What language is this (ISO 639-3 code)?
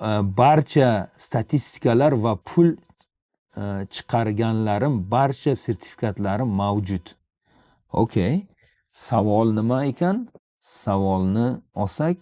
uzb